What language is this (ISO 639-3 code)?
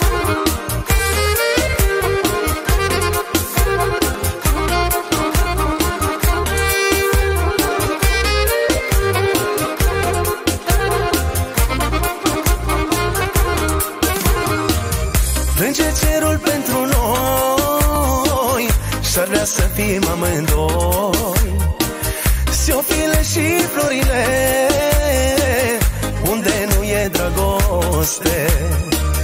ron